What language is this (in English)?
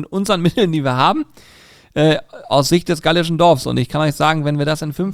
German